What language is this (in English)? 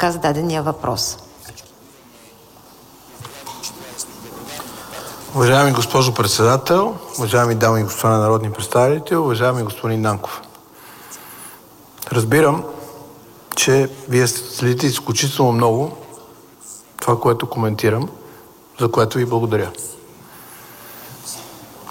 Bulgarian